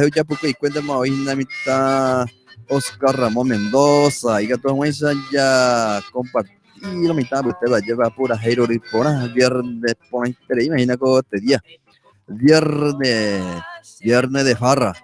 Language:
Guarani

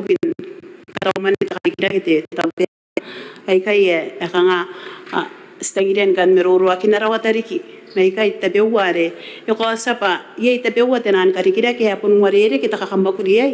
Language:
Gilbertese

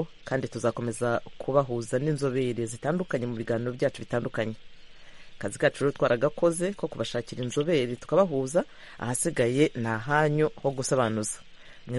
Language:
Kinyarwanda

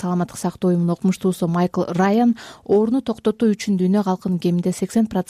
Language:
Kyrgyz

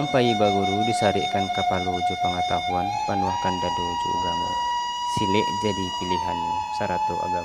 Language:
Minangkabau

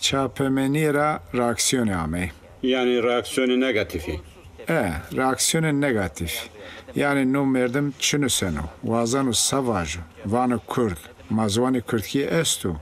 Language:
Zaza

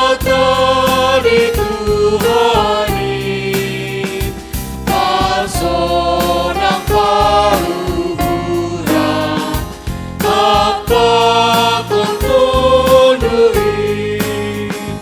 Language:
Batak Simalungun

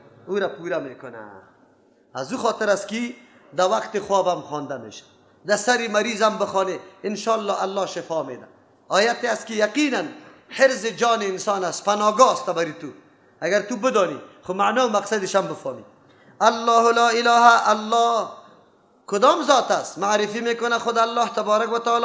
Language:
Persian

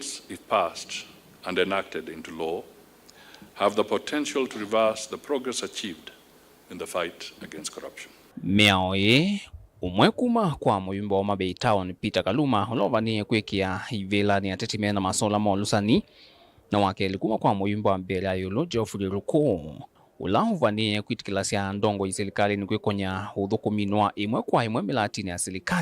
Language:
Kamba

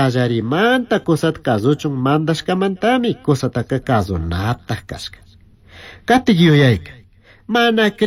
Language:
Chimborazo Highland Quichua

